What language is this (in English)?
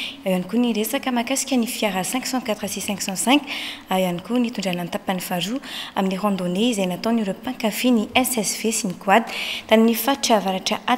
Malagasy